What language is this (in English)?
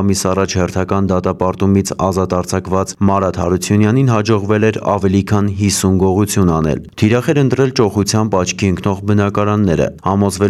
Armenian